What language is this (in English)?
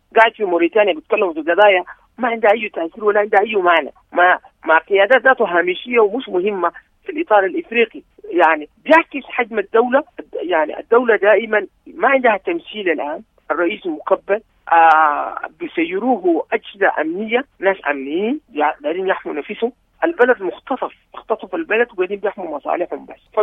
Sudanese Arabic